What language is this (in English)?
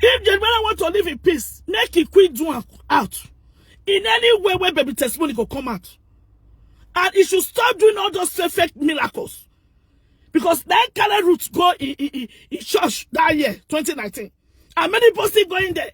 Nigerian Pidgin